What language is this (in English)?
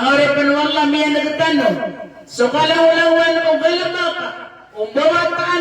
Maranao